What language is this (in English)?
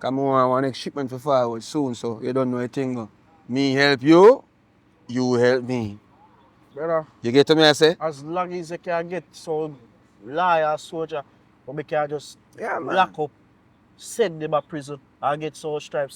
Jamaican Creole English